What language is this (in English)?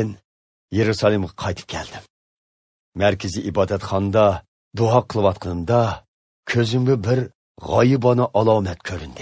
Uyghur